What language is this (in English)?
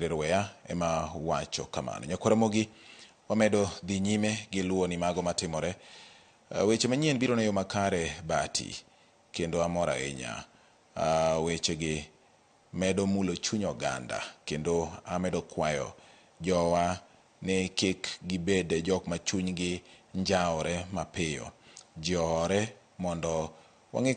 Luo (Kenya and Tanzania)